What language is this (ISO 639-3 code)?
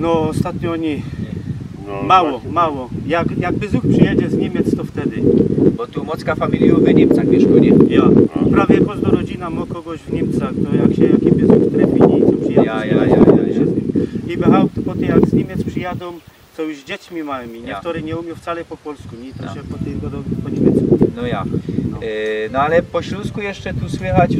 szl